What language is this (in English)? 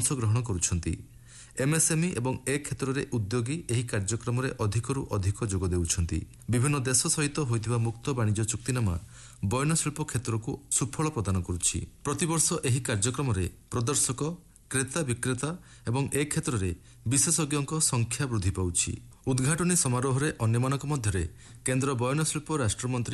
Odia